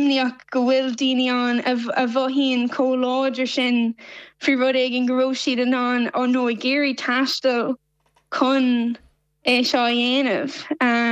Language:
Irish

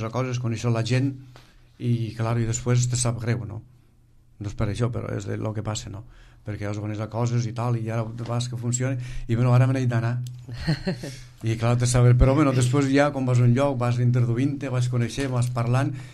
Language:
Catalan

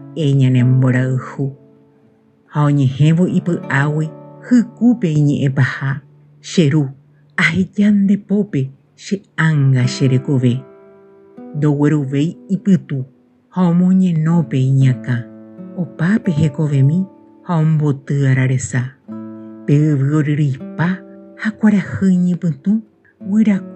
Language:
Guarani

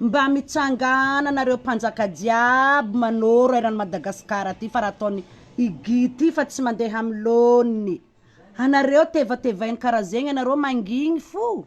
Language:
Malagasy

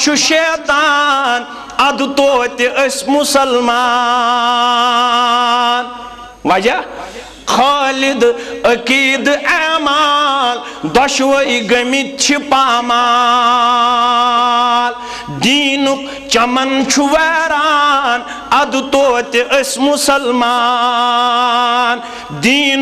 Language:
Kashmiri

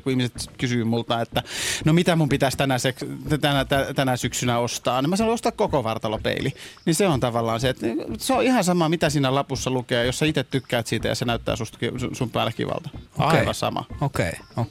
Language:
Finnish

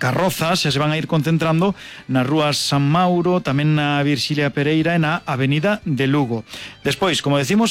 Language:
Galician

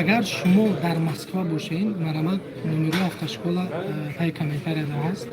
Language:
Tajik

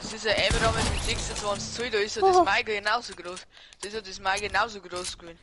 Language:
Bavarian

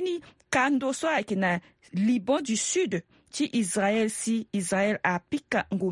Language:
Sango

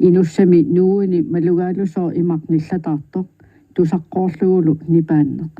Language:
Kalaallisut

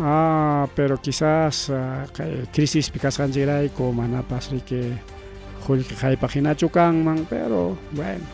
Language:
Ayacucho Quechua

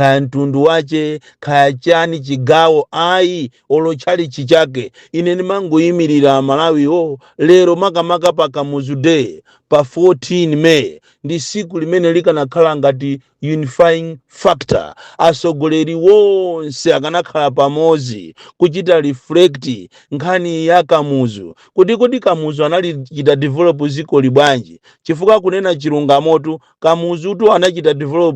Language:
Nyanja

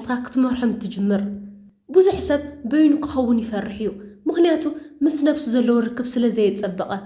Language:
Tigrinya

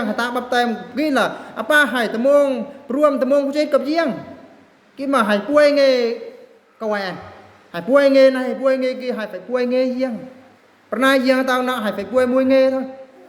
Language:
Eastern Bru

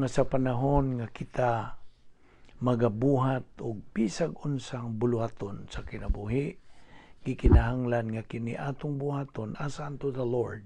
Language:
Cebuano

